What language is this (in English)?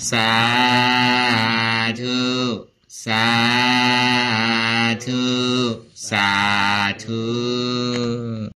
Shan